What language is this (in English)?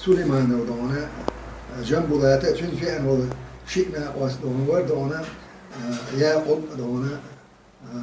Chechen